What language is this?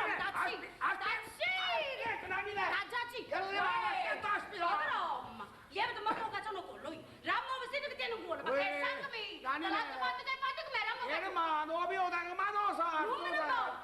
Neapolitan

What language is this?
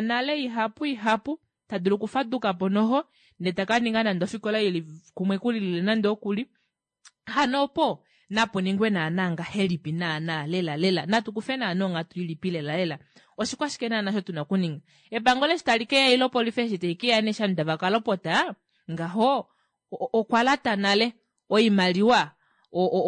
Kuanyama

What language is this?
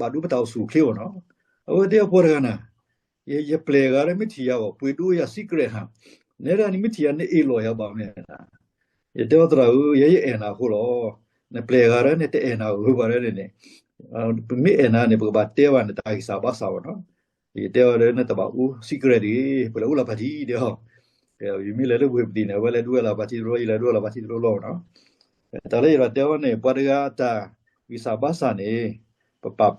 S'gaw Karen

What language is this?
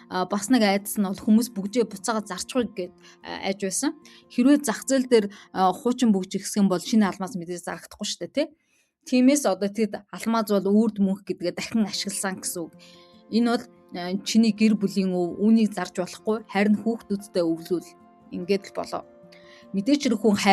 Mongolian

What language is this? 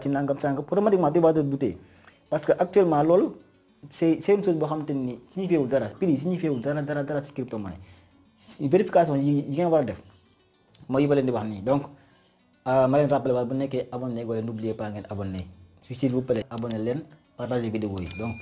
Wolof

